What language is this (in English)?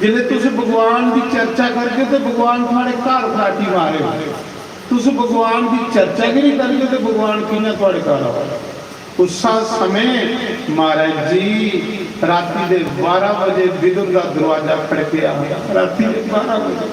Dogri